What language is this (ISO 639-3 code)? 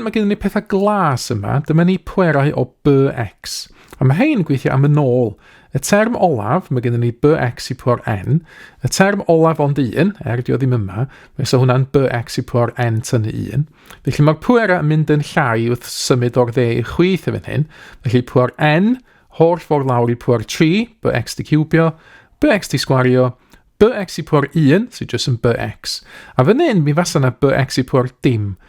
cym